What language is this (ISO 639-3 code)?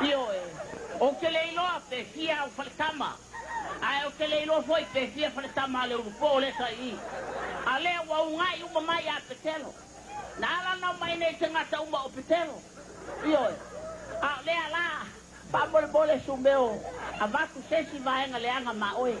smo